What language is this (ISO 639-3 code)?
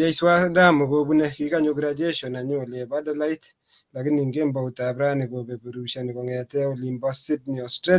kln